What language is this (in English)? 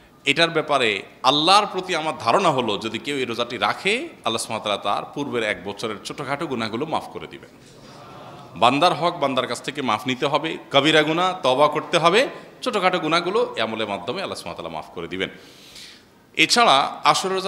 Bangla